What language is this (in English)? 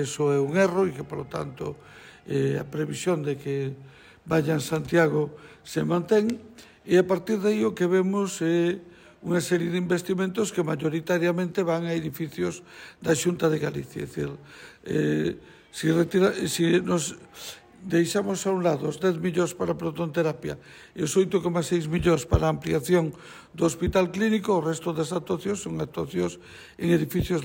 Galician